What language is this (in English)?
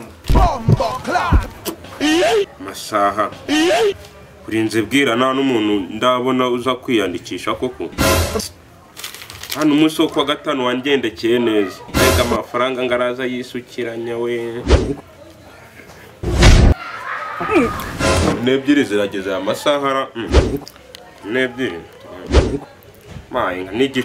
Kinyarwanda